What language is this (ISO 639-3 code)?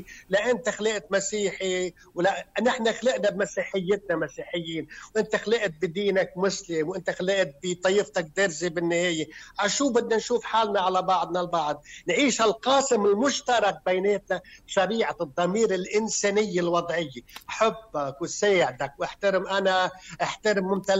apc